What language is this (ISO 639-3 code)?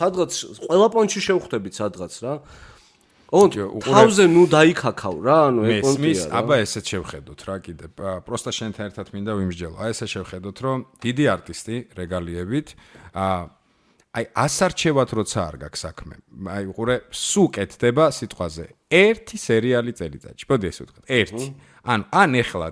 kat